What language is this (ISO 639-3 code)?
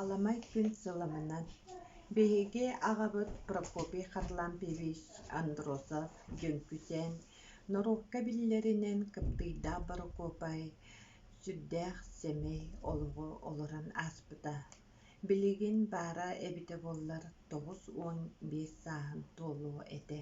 sah